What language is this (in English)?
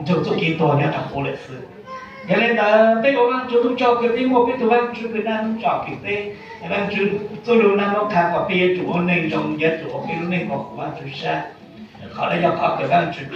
Hmong